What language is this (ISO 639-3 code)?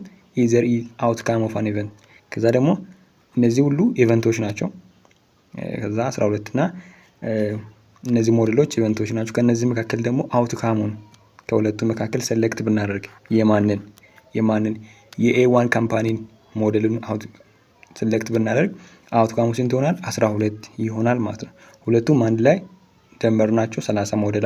amh